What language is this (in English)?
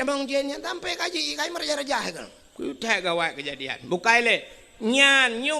Achinese